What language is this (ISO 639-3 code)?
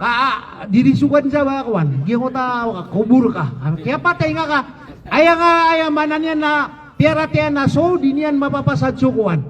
mrw